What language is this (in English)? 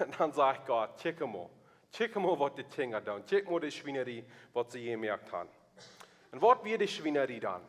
Plautdietsch